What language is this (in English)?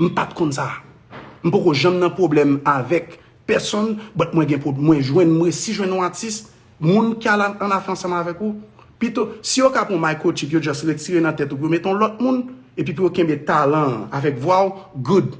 Haitian Creole